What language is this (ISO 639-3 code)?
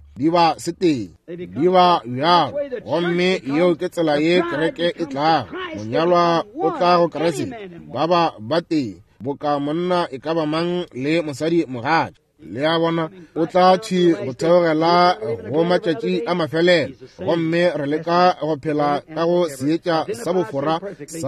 nso